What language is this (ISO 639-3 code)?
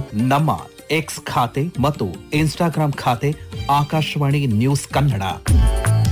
kan